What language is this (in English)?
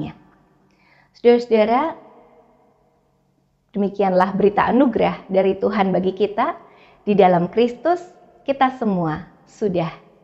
Indonesian